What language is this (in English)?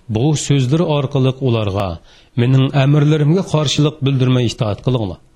Uyghur